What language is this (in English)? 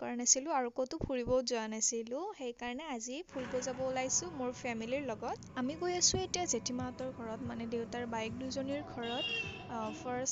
Assamese